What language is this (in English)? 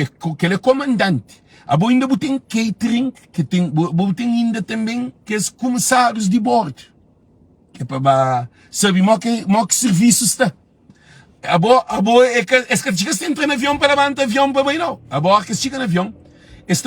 Kabuverdianu